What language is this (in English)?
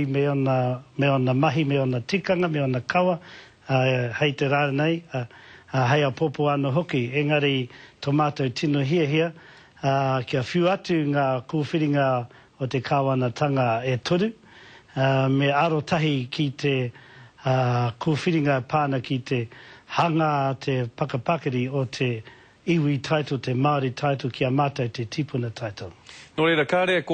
Māori